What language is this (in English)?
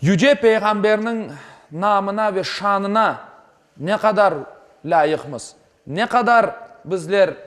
Crimean Tatar